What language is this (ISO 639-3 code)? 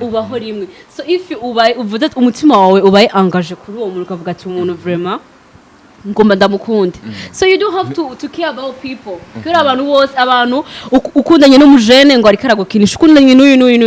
run